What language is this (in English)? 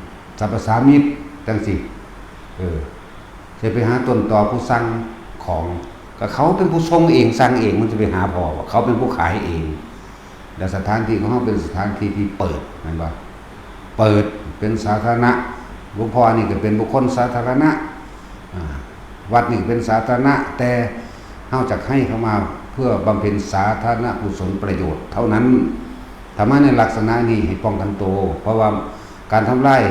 Northeastern Thai